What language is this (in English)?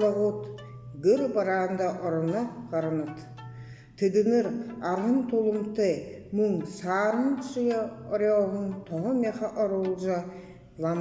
Buriat